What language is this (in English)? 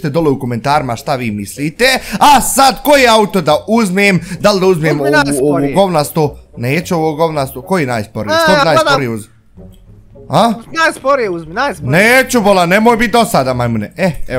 Bosnian